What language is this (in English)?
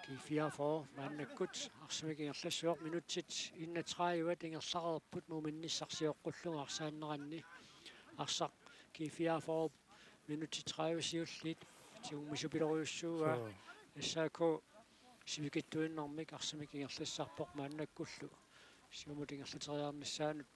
Kalaallisut